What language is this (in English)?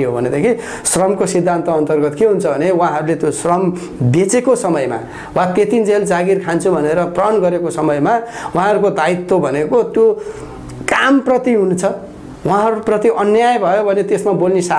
Nepali